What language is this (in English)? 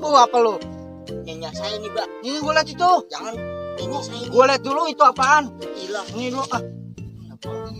Betawi